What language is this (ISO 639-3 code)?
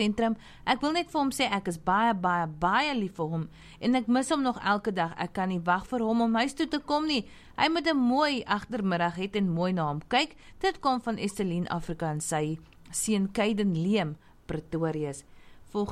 afr